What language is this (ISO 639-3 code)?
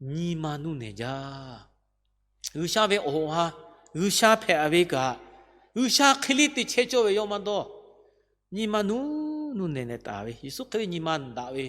lhu